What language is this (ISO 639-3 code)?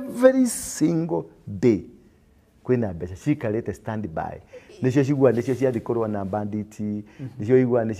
kik